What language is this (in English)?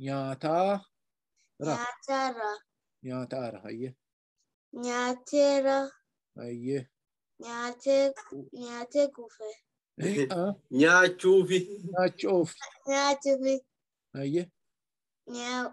Oromo